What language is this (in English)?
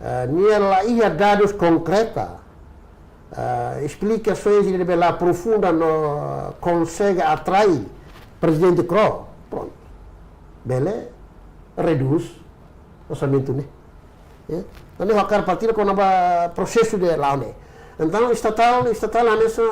Tetum